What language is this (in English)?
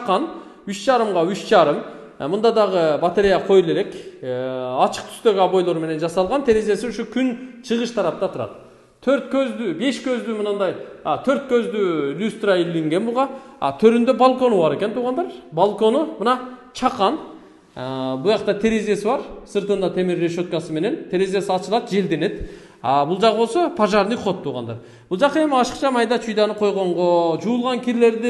Kyrgyz